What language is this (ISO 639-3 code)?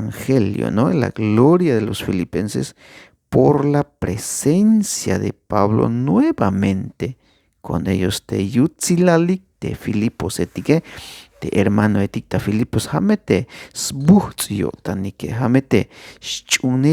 tzh